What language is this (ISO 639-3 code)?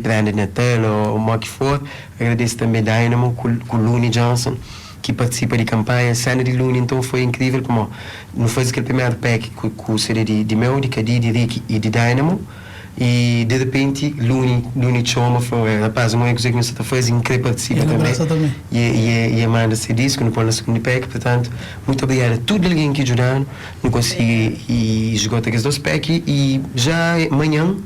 kea